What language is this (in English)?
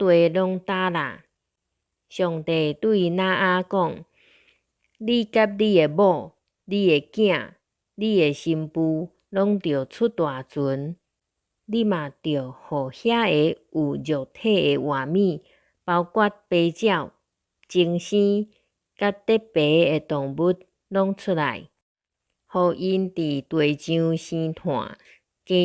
Min Nan Chinese